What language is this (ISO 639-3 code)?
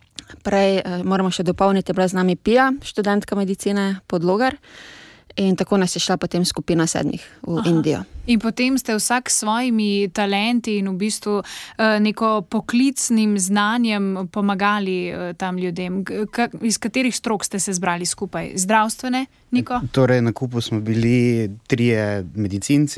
slv